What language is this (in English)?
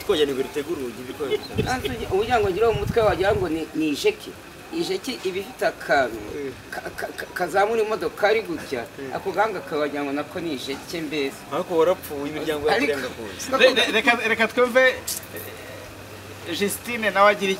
Kinyarwanda